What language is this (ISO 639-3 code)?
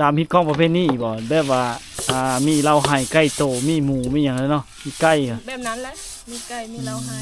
lao